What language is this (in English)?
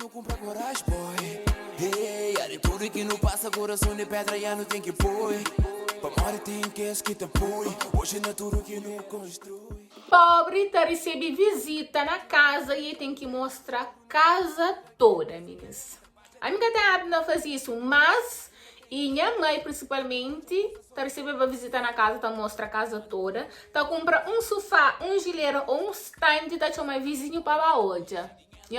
Kabuverdianu